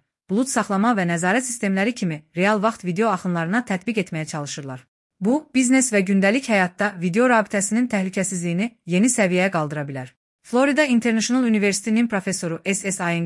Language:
Azerbaijani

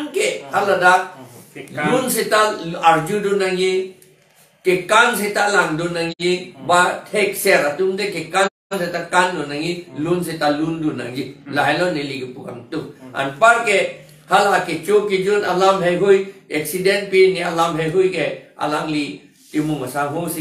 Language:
Karbi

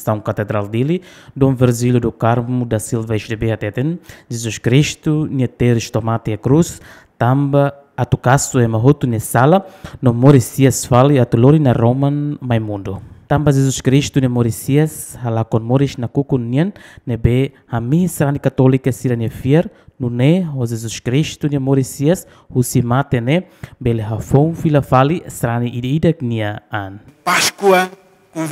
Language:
Tetum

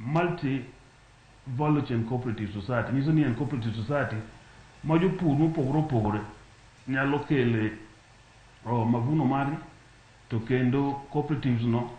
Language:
Luo (Kenya and Tanzania)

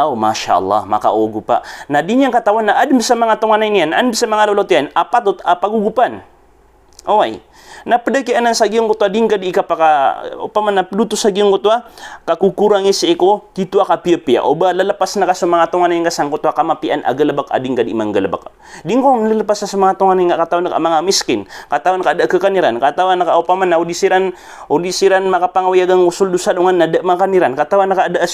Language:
Maranao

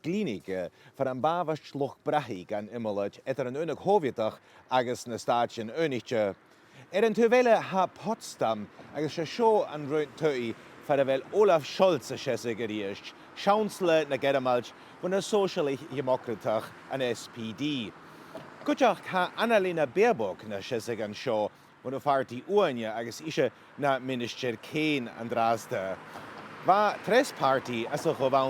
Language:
Scottish Gaelic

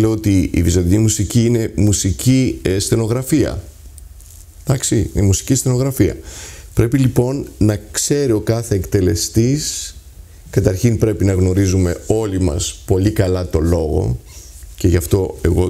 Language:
Greek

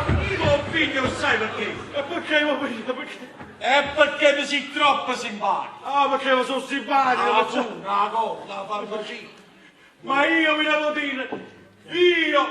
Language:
Neapolitan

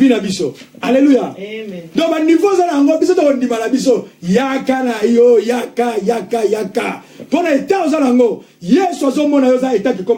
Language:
Lingala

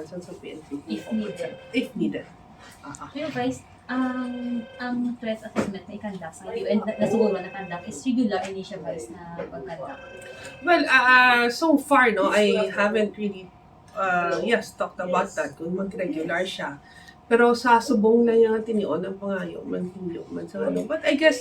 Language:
Hiligaynon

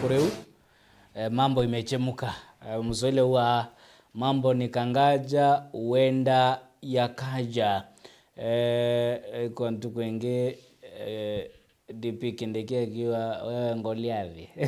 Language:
Meru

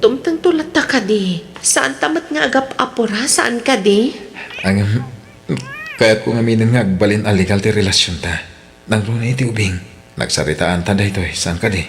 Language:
Iloko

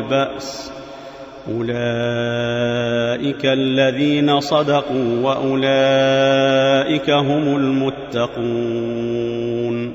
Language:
Arabic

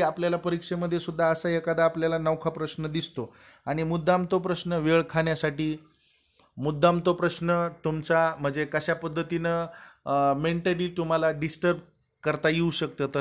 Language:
Marathi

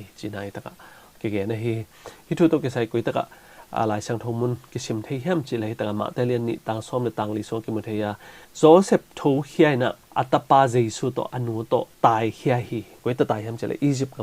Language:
Tedim Chin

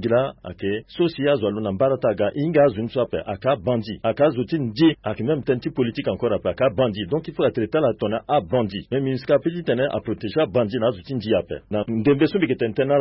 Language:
Sango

